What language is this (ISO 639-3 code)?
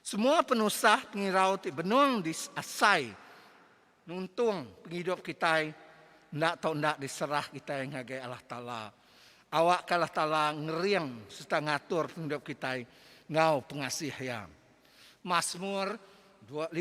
iba